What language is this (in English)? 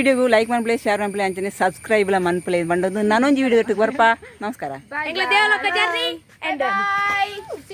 Tulu